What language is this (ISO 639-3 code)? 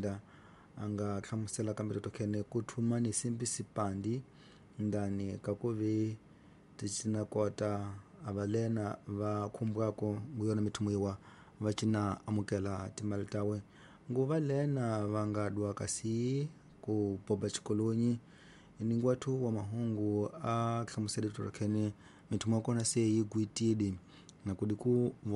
tso